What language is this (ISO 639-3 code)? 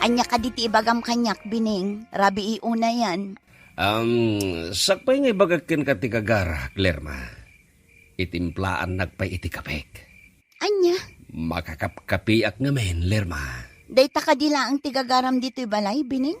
ilo